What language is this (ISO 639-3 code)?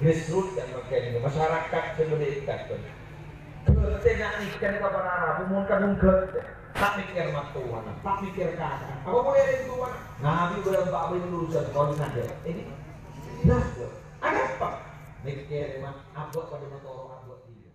mad